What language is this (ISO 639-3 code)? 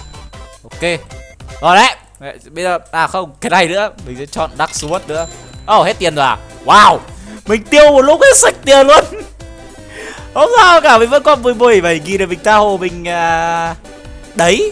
vie